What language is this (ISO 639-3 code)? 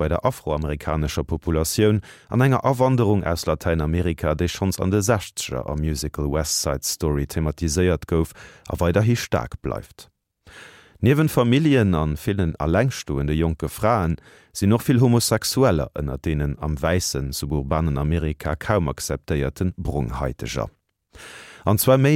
ltz